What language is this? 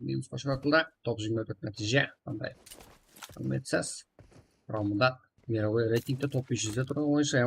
Kara-Kalpak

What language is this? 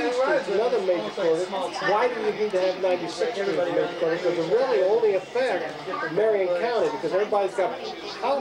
English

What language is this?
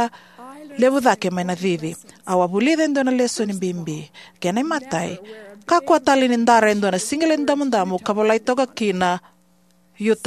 Fijian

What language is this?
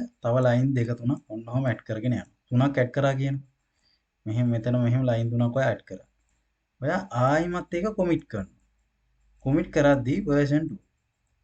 Sinhala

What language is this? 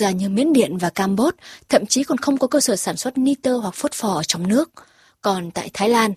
Vietnamese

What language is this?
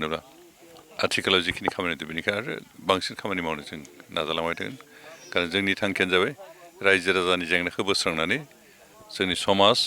Bodo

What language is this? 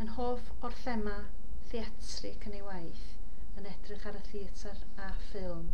Welsh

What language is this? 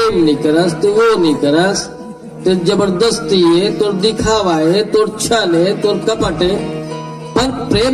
Chhattisgarhi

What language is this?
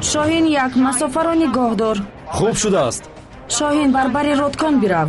Tajik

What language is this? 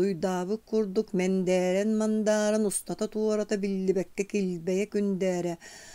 Yakut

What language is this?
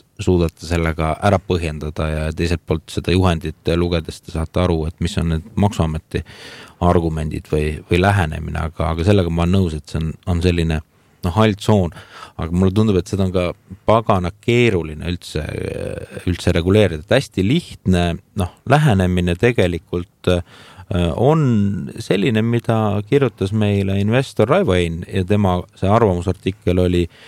Estonian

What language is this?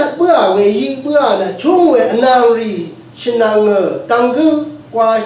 Rawang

